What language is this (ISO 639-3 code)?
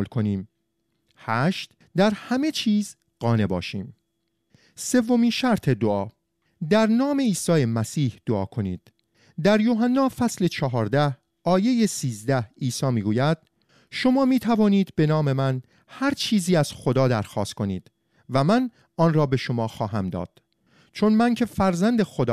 fas